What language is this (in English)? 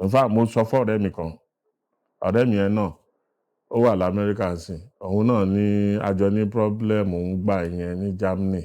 Yoruba